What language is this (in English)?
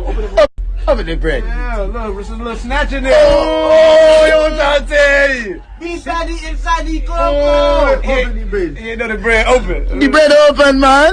Jamaican Creole English